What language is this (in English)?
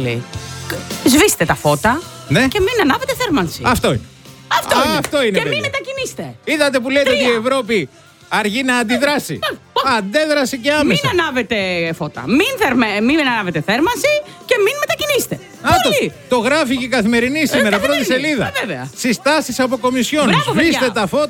Greek